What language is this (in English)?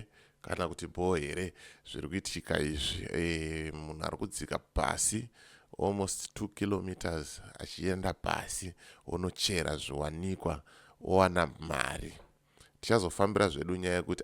Shona